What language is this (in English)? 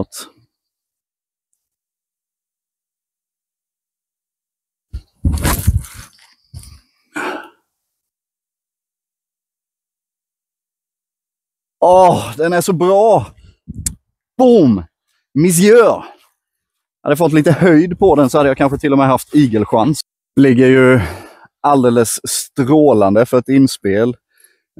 Swedish